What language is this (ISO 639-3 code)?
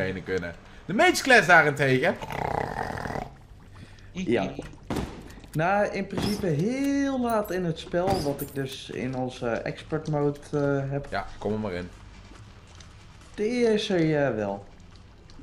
nld